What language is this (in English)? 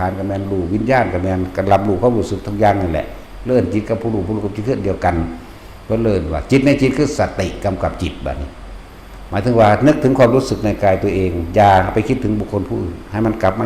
Northeastern Thai